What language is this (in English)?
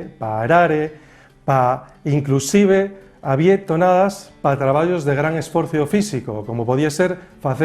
Asturian